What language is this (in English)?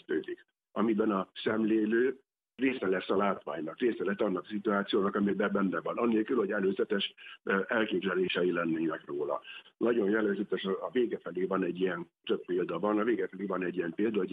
Hungarian